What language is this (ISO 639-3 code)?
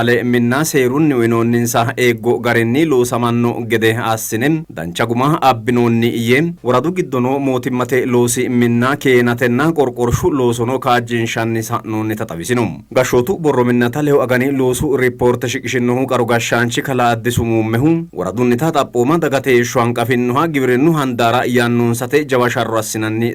sid